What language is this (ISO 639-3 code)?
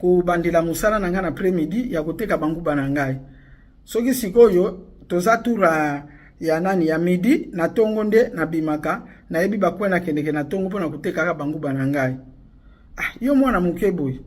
lin